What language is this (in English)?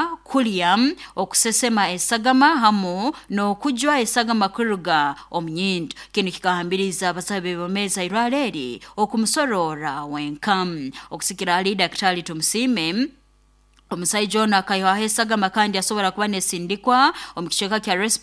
Nyoro